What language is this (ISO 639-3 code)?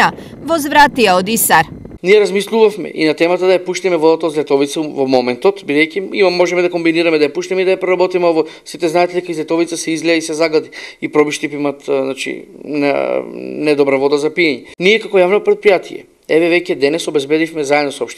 mkd